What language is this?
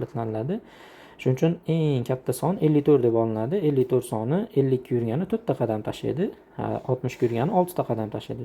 Uzbek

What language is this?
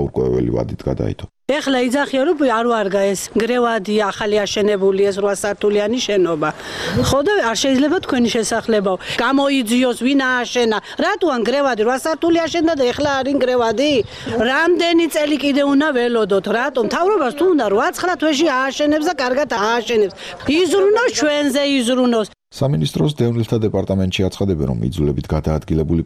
Georgian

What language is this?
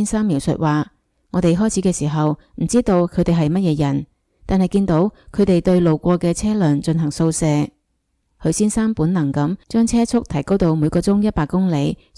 Cantonese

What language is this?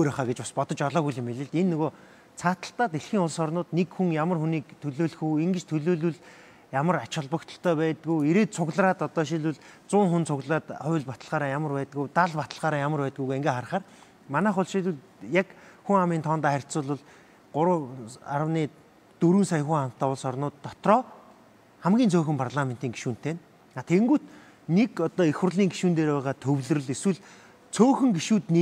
Mongolian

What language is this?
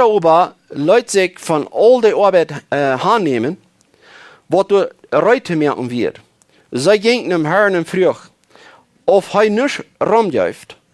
Plautdietsch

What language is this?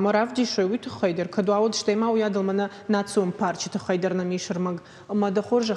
Ossetic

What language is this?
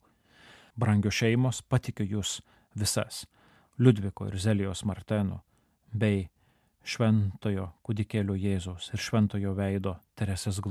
Lithuanian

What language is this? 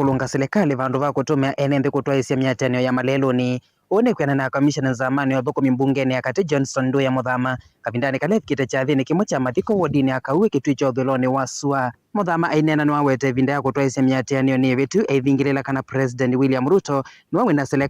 Kamba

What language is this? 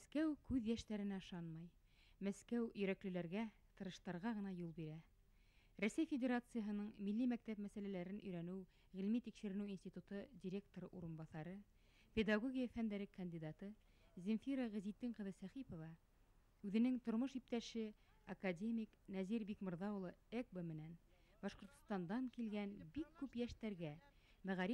Bashkir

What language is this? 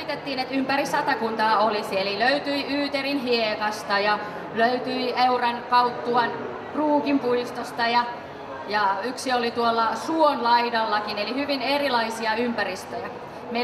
Finnish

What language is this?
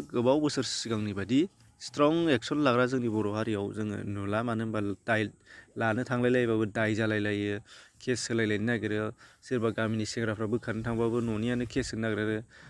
Bodo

